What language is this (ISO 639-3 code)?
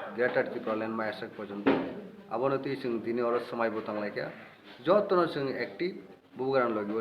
trp